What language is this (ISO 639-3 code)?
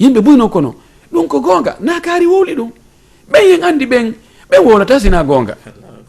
ful